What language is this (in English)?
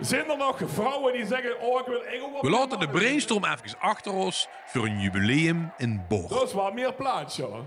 Limburgish